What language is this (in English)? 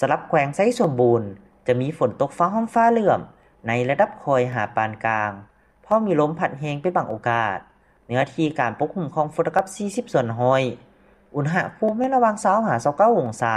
Lao